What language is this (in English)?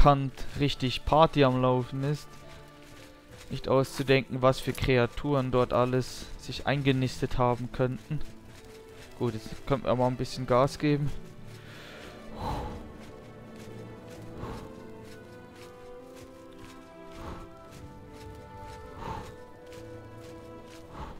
German